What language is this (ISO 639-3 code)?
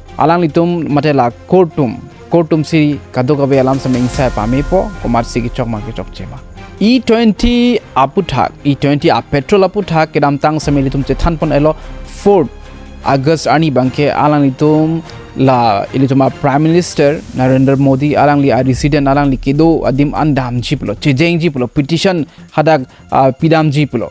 mjw